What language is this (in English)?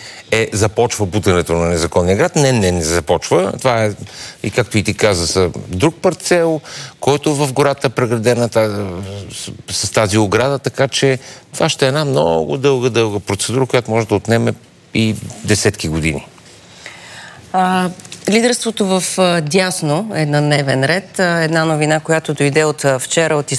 Bulgarian